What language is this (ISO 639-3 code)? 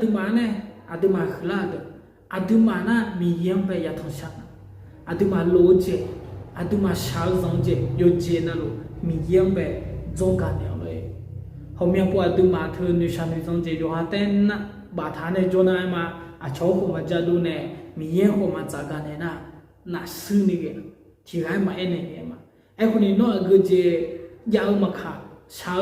ahk